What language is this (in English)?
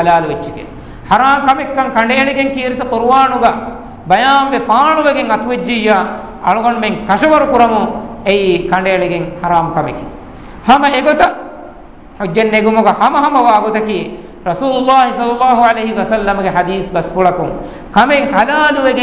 Divehi